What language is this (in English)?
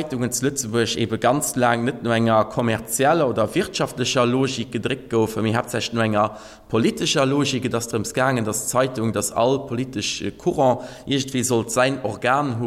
Luxembourgish